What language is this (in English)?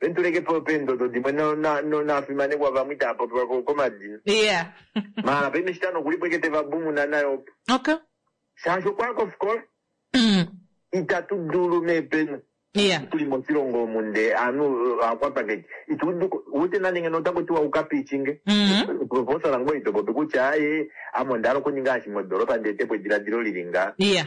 Kuanyama